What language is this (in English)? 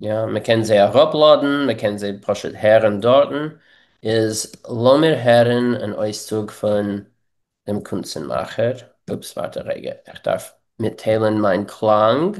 Yiddish